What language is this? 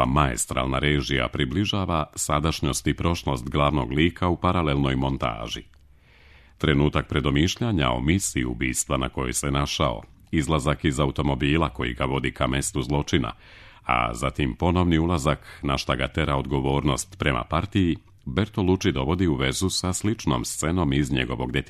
Serbian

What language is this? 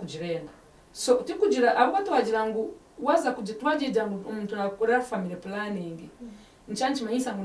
Nyankole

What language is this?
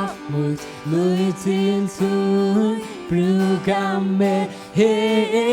Faroese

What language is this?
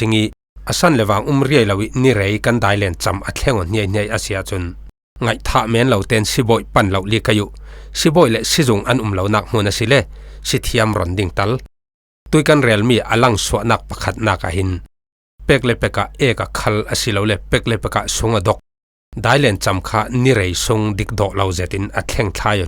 Falam Chin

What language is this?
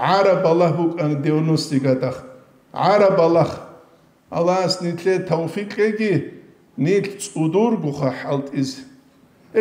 Avaric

